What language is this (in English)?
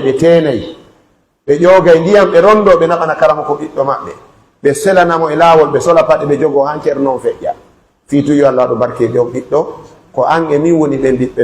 Pular